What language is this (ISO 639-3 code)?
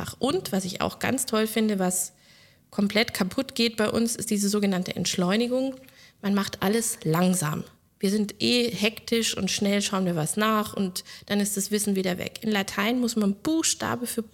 deu